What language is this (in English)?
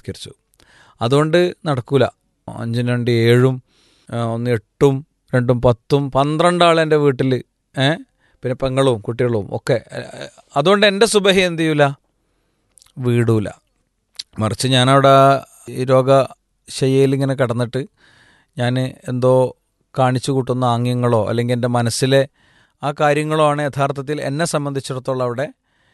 Malayalam